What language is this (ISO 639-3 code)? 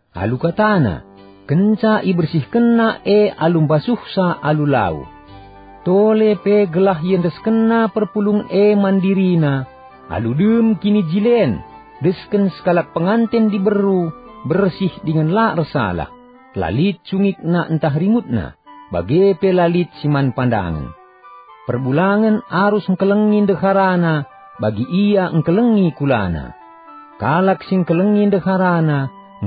btx